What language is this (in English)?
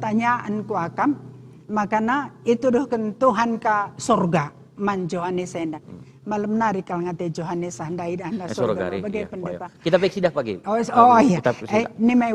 Batak Karo